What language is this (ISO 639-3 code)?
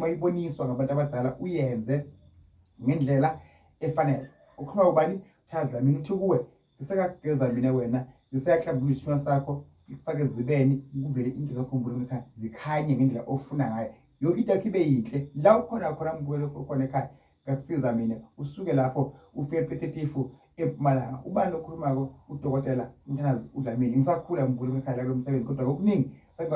zul